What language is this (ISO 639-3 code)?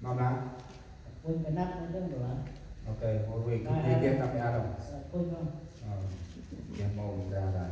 cmo